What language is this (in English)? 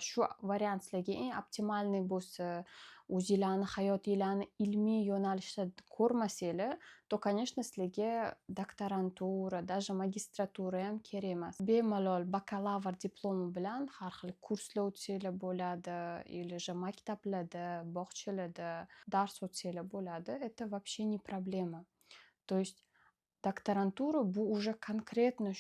Uzbek